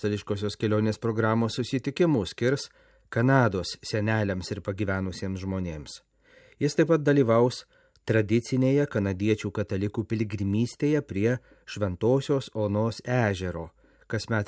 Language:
Lithuanian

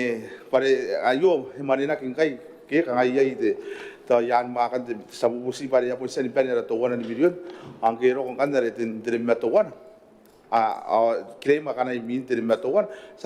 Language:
Gilbertese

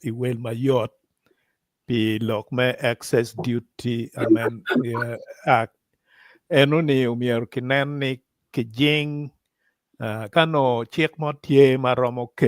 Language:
Acoli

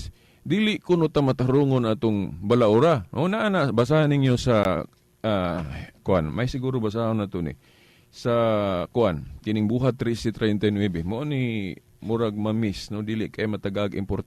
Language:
Cebuano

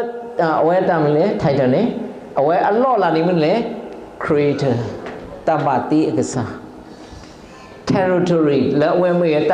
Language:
S'gaw Karen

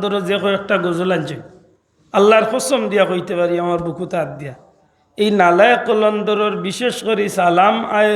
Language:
Sylheti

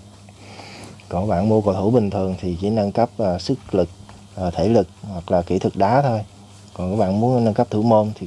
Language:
Vietnamese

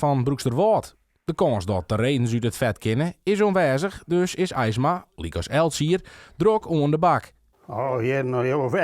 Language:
Western Frisian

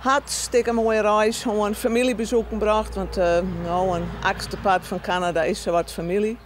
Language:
Western Frisian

